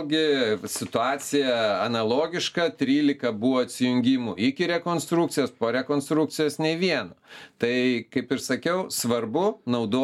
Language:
Lithuanian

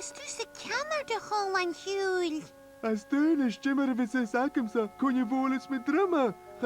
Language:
Scottish Gaelic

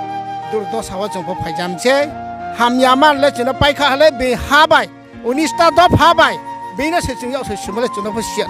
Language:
Riang (India)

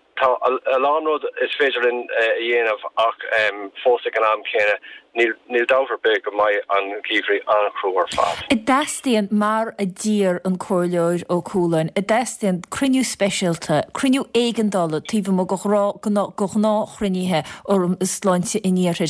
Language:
Irish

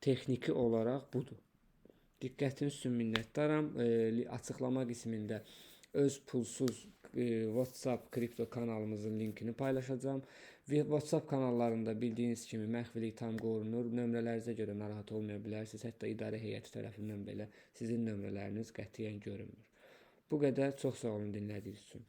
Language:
Azerbaijani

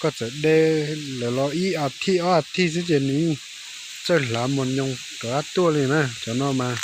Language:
Hmong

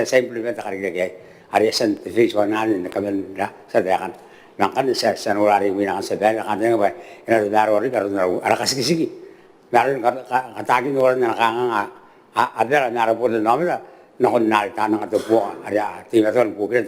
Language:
Gilbertese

